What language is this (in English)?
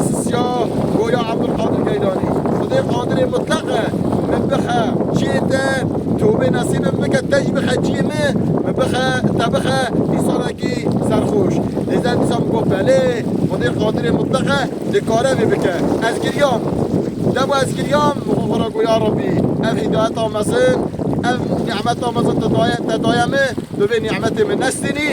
Kurdish